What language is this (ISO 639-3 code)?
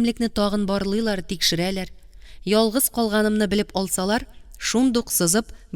tat